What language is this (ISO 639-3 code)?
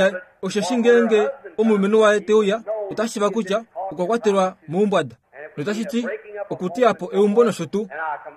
kua